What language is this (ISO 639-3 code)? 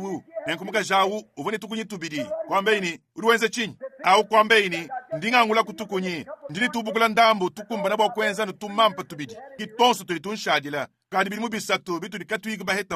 lua